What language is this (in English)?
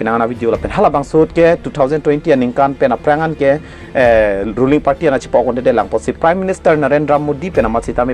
Karbi